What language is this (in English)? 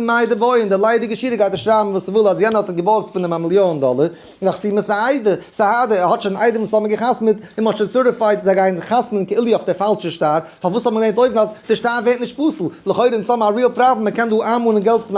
Yiddish